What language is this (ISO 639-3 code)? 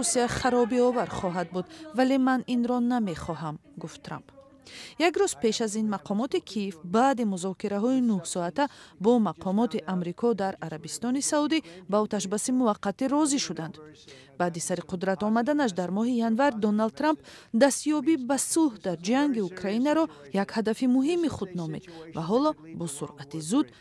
tgk